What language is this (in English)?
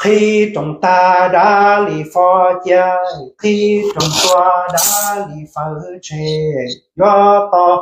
Hmong